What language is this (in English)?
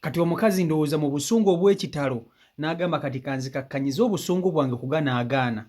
Ganda